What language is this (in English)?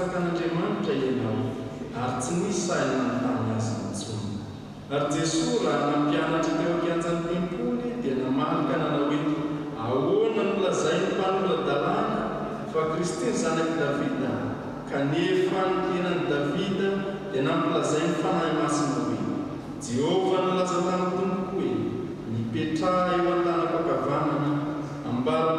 Malagasy